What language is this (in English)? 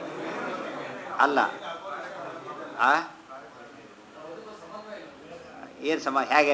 Kannada